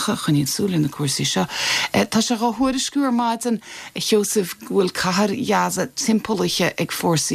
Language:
Irish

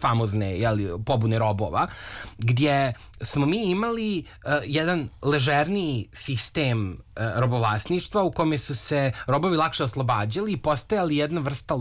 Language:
Serbian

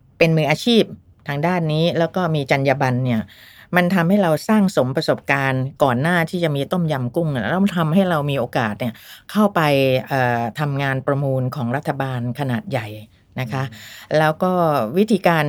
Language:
Thai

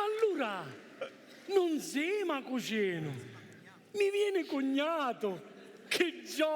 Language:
Sicilian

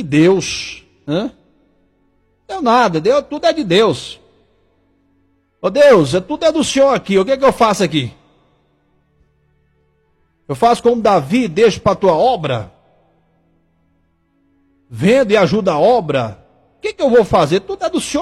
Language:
Portuguese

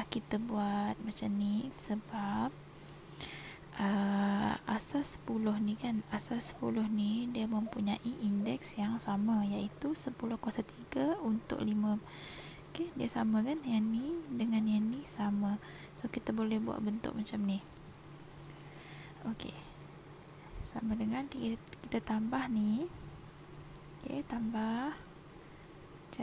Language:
Malay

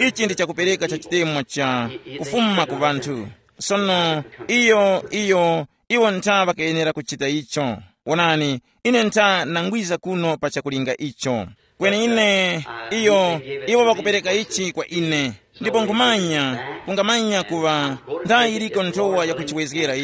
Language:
Tumbuka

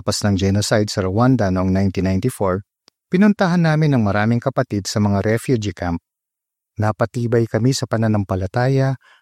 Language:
Filipino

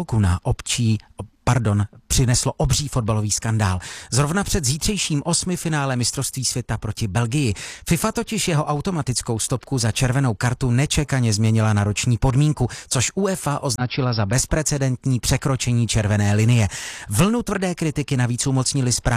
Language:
Czech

